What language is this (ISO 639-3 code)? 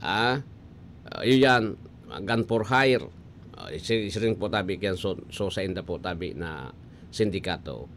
bik